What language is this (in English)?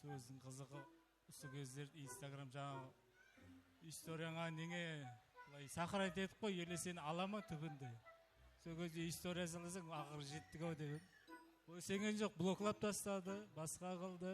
Kara-Kalpak